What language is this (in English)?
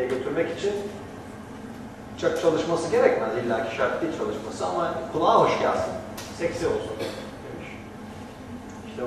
Turkish